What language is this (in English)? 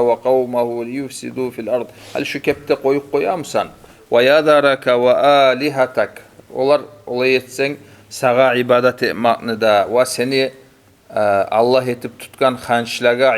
Kumyk